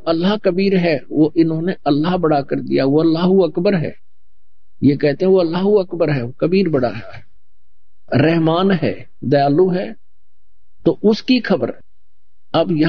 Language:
Hindi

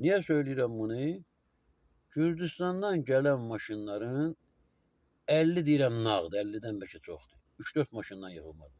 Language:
Azerbaijani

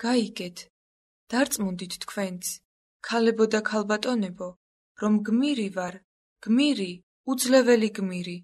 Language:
Georgian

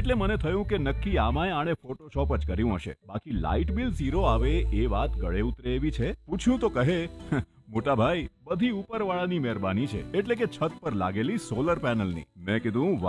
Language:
Gujarati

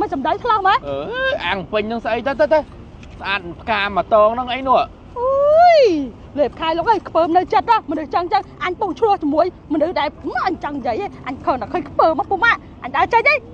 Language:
Khmer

